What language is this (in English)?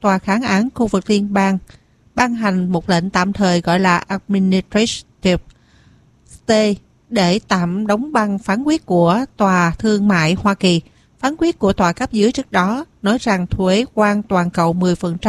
Vietnamese